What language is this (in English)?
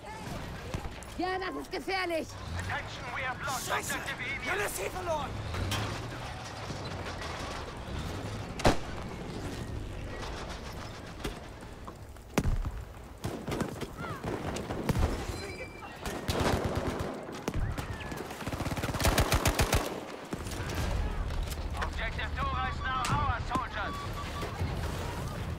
German